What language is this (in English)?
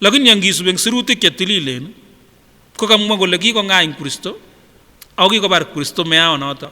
Kipsigis